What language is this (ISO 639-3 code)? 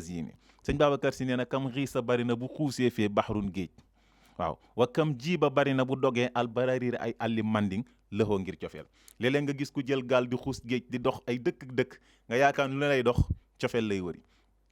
wol